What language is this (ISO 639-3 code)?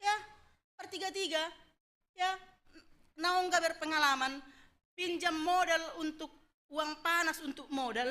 bts